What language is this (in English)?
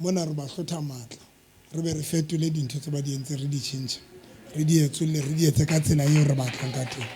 Southern Sotho